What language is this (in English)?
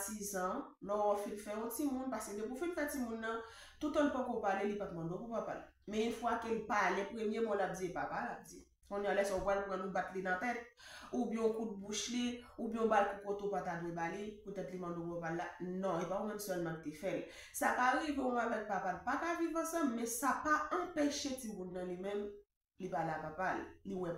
Haitian Creole